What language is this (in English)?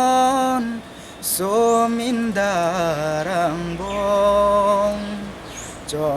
Karbi